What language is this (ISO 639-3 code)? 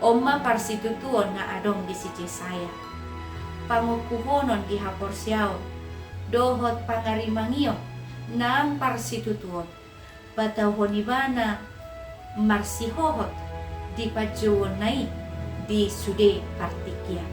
bbc